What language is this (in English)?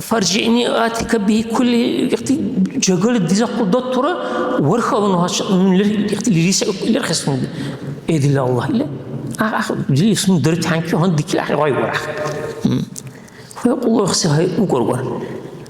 Dargwa